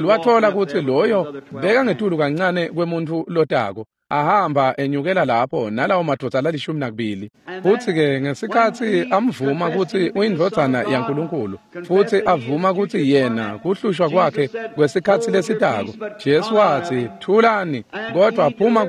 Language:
Swati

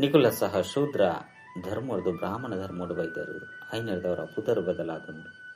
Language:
Tulu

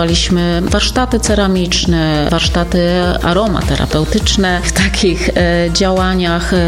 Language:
Polish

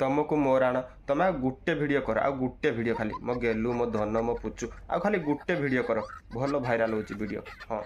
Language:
Odia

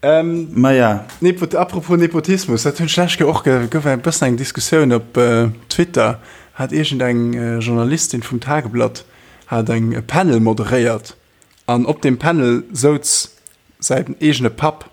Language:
Luxembourgish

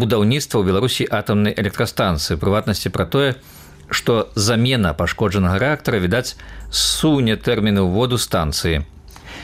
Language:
Belarusian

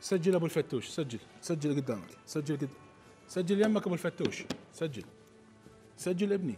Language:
Mesopotamian Arabic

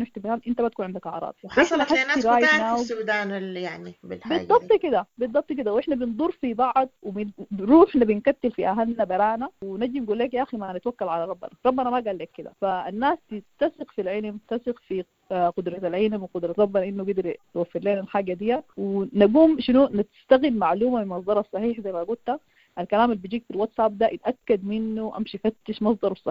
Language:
Sudanese Arabic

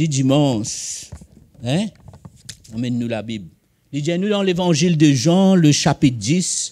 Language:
Morisyen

